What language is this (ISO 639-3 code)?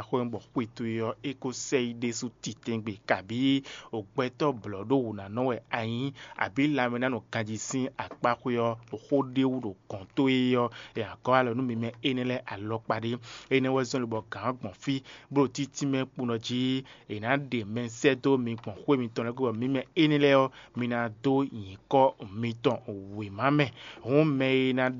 fon